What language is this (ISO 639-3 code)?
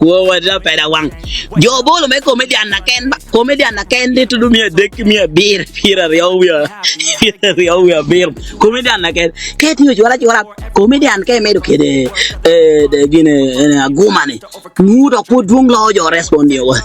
ach